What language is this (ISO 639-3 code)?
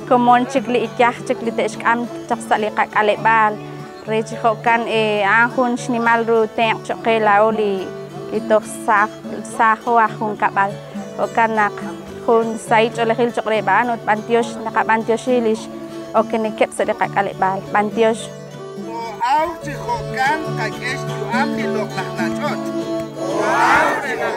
kek